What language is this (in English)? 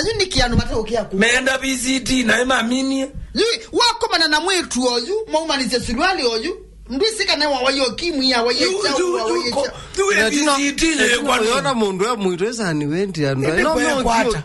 Kamba